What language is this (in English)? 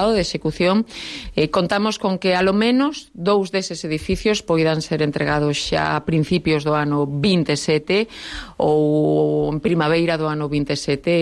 Galician